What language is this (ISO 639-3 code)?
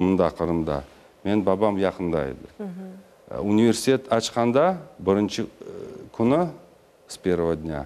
crh